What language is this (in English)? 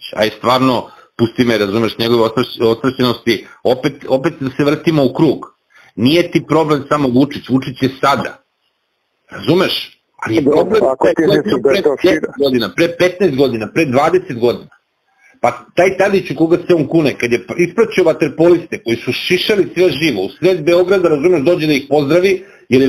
Serbian